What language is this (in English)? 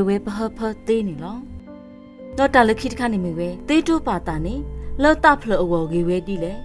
S'gaw Karen